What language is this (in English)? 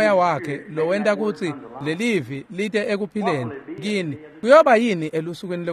Swati